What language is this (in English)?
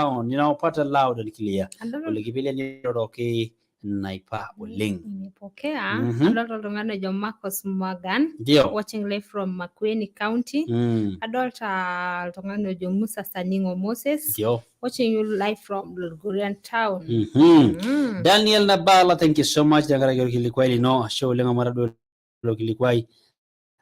Masai